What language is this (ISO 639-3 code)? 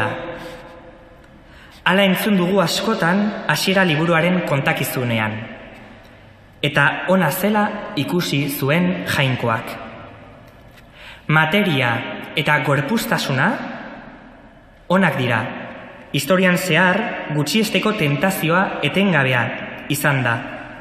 eus